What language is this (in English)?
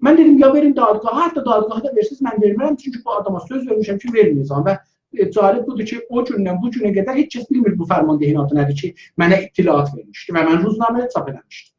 South Azerbaijani